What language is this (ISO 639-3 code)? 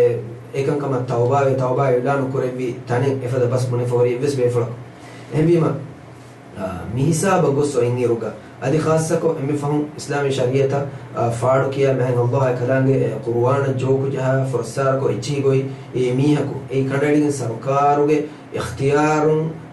div